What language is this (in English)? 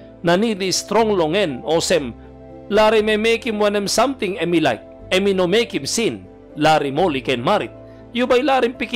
Tok Pisin